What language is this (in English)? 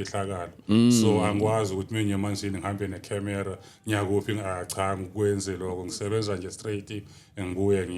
Zulu